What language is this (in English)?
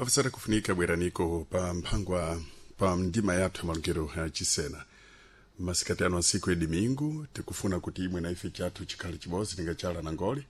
Sena